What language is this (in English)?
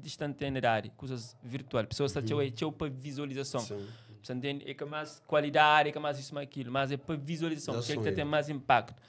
Kabuverdianu